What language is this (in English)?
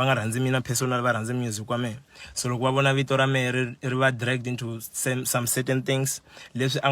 Tsonga